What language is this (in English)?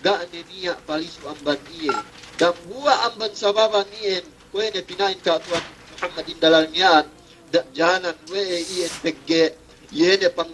Yakan